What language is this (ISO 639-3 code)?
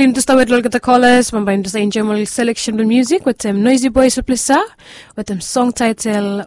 bis